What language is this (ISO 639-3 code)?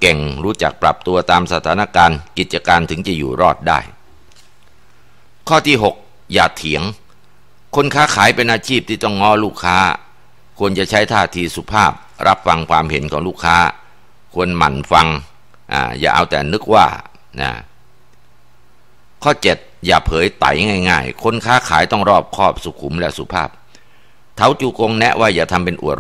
tha